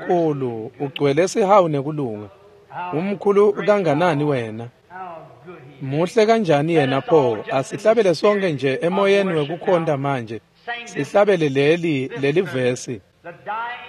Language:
Swati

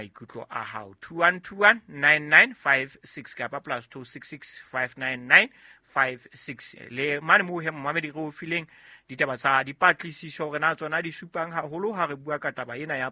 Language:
Southern Sotho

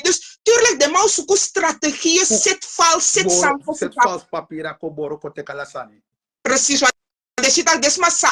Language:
Sranan Tongo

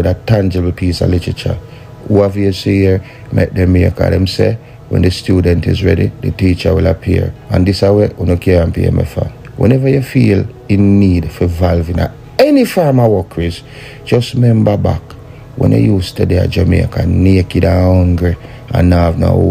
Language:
Jamaican Creole English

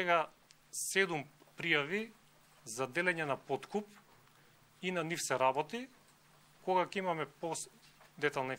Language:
Macedonian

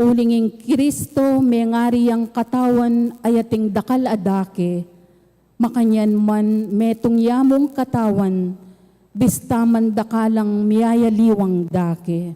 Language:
Pampanga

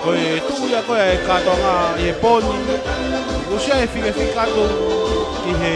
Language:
Tongan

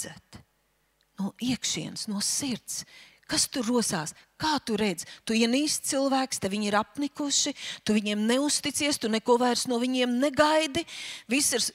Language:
Latvian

